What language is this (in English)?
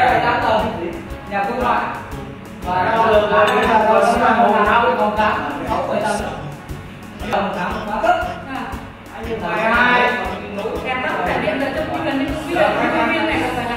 Vietnamese